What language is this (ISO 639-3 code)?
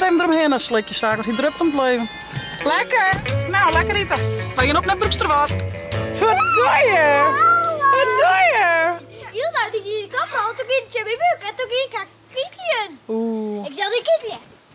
fry